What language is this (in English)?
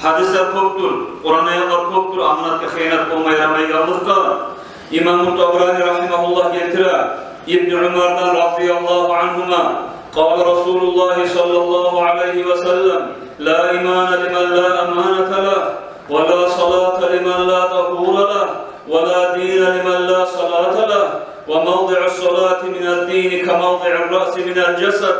Kumyk